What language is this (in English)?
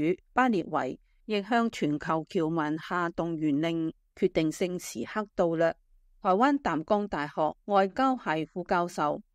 Cantonese